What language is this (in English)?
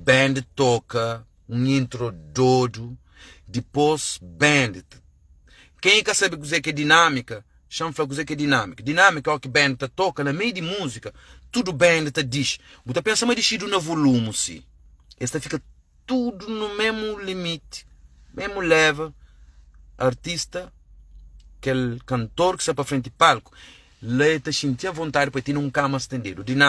Kabuverdianu